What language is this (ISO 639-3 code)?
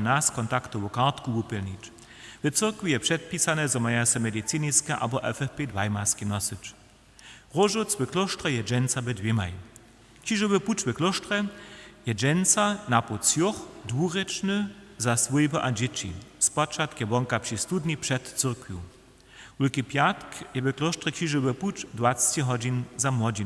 hsb